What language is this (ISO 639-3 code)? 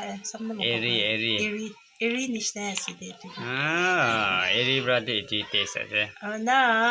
nag